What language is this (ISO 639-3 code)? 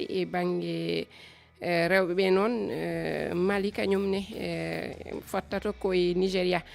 ful